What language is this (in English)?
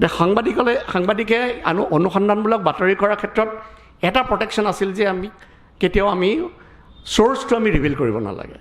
Assamese